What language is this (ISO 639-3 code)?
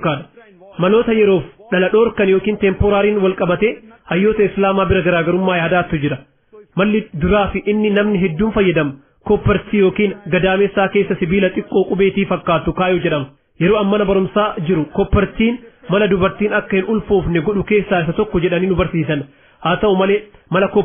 orm